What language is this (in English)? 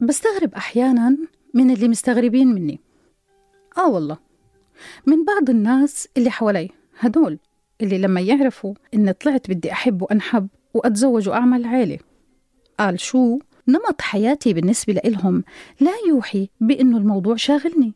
North Levantine Arabic